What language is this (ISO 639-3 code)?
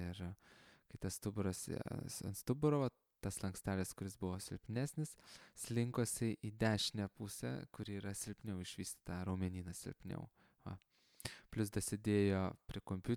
lit